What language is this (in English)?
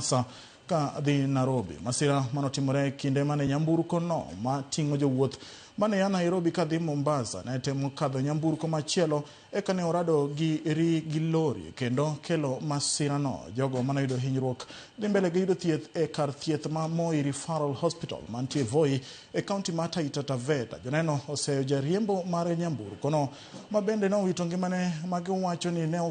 Luo (Kenya and Tanzania)